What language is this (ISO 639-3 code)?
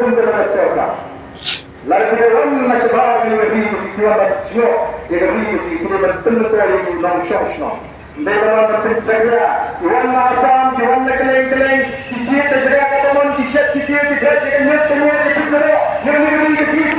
kha